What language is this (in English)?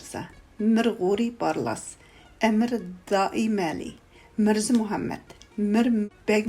Uyghur